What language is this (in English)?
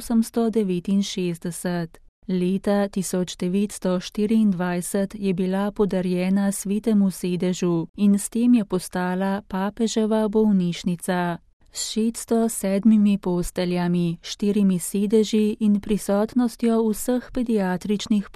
Slovenian